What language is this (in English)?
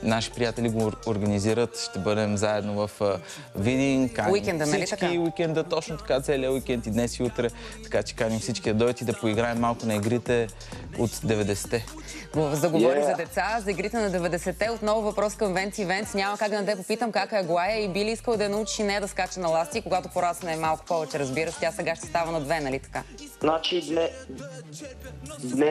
Bulgarian